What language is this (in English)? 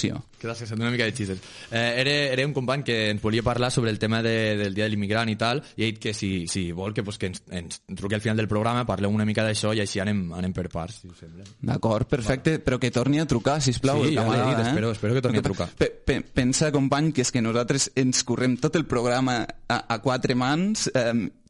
Catalan